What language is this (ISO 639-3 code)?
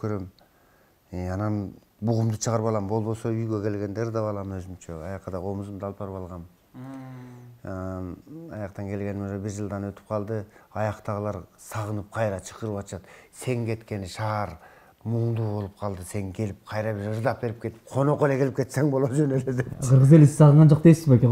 kir